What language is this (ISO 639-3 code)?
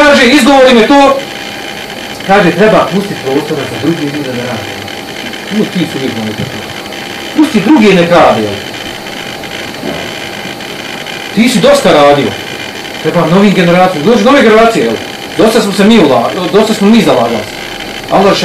bos